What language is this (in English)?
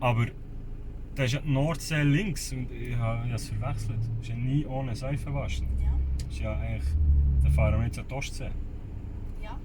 Swiss German